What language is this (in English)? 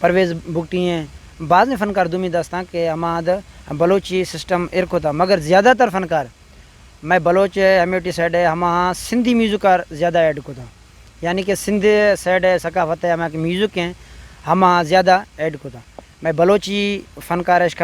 Eastern Balochi